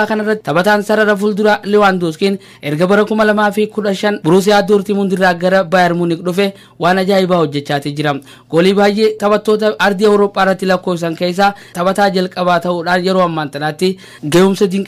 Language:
Oromo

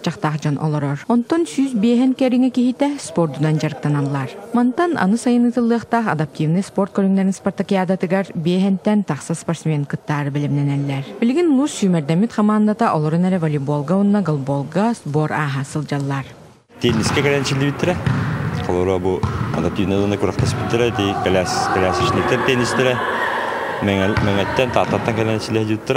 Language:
Yakut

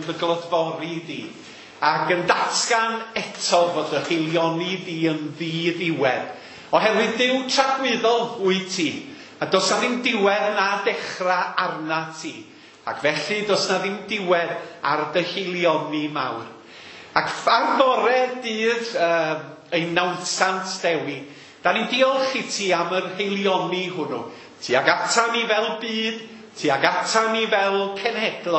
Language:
Welsh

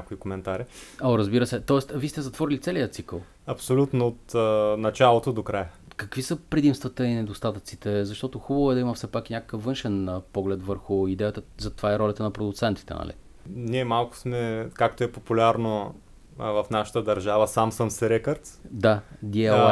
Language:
Bulgarian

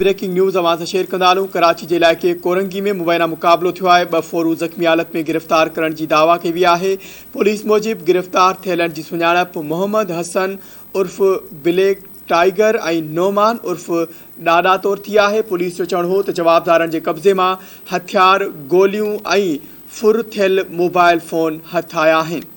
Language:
Sindhi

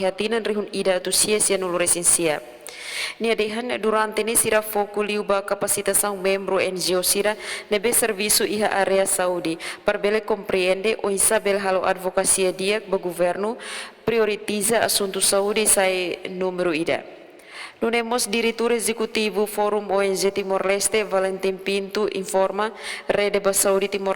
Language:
Tetum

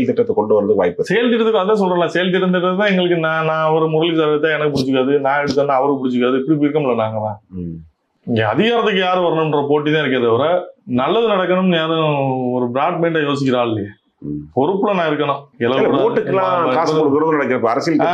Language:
Tamil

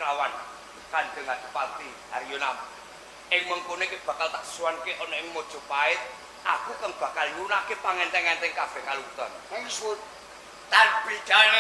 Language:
Javanese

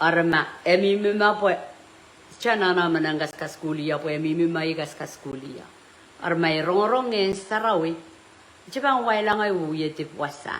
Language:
Pohnpeian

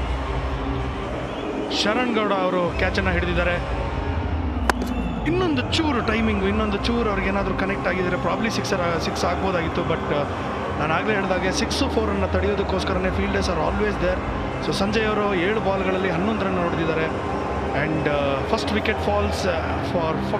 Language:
Kannada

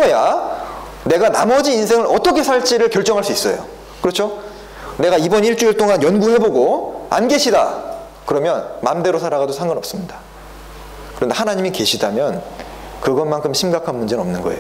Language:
Korean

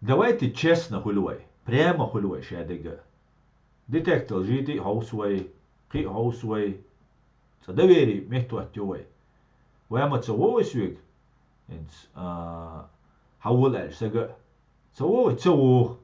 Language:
Chechen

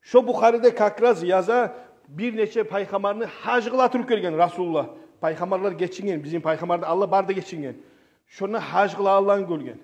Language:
Kumyk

